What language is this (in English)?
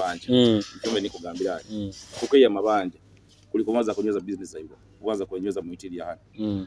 Nyoro